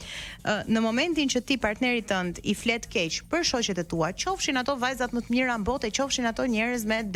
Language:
Albanian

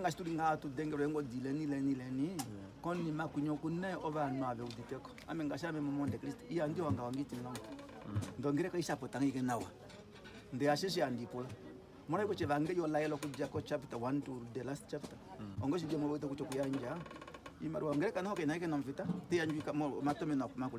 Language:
Kuanyama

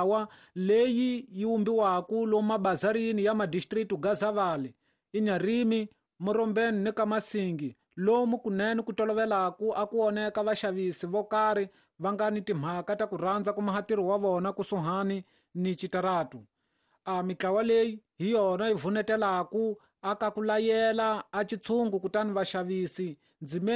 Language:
Tsonga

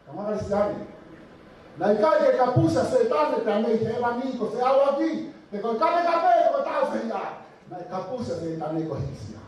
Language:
Tongan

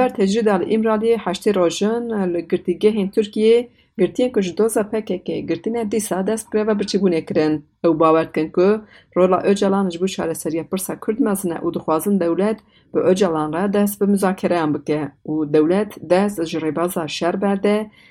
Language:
Kurdish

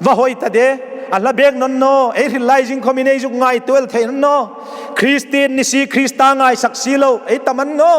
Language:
Hmar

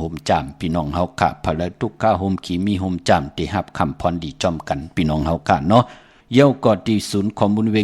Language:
Shan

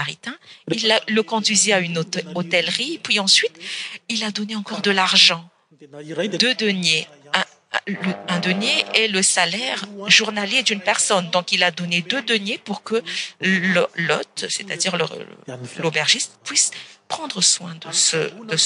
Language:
French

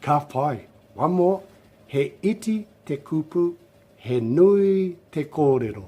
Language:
Māori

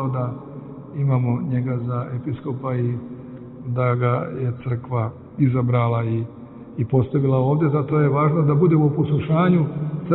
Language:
Serbian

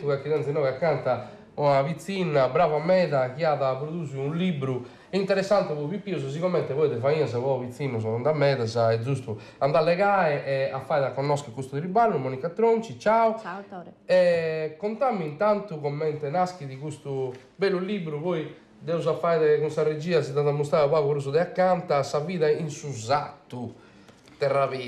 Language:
Sardinian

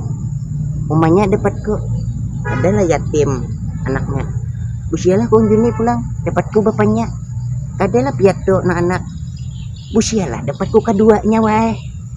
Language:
Banjar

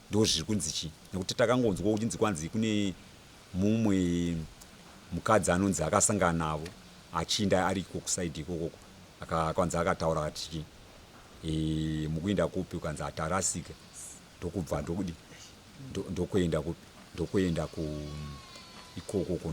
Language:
Shona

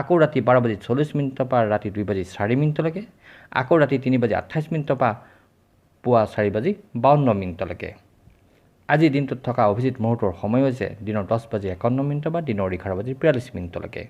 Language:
Assamese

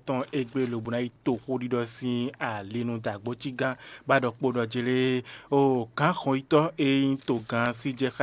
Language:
Fon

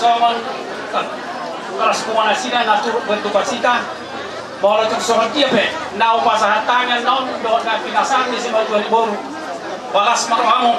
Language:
Batak Toba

